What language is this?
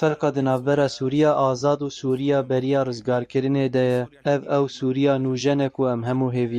Kurdish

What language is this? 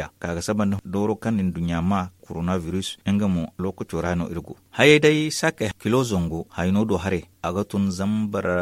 Zarma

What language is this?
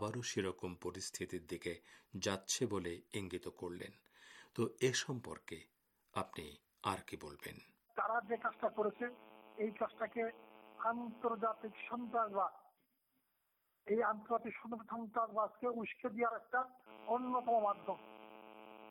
Bangla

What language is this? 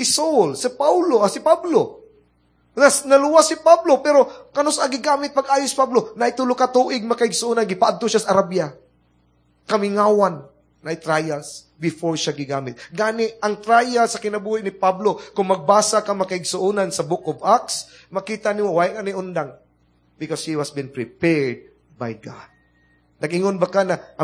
Cebuano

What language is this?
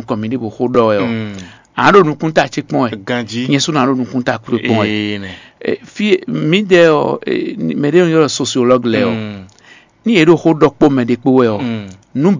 Fon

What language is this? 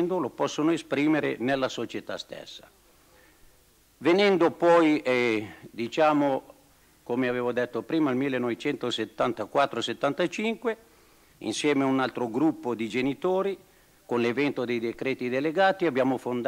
Italian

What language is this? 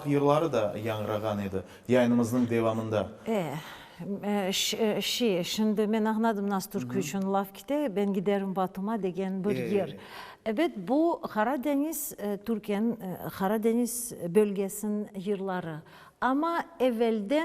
Crimean Tatar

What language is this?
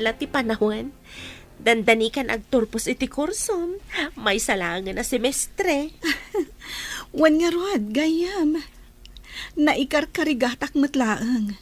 Iloko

